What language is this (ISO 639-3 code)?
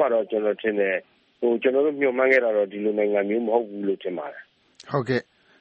mya